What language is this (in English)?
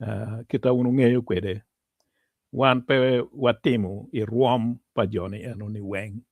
Acoli